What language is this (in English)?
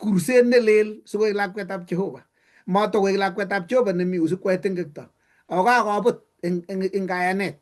Kalenjin